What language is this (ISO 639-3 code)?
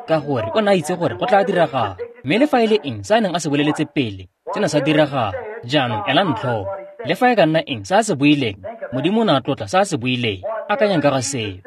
tsn